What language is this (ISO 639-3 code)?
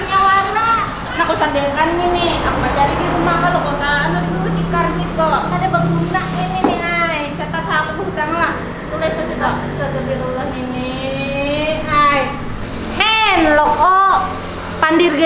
bjn